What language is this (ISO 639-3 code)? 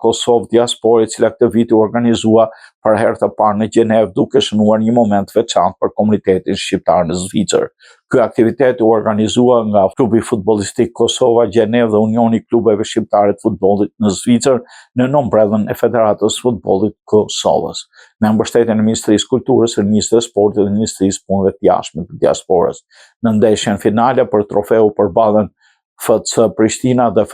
sqi